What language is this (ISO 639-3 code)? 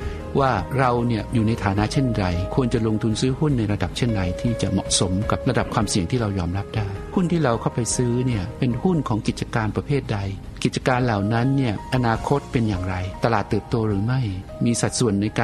tha